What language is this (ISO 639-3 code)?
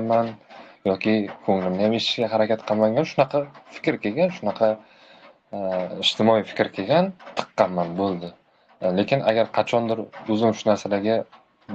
uzb